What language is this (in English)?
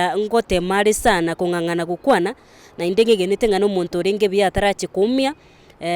Gusii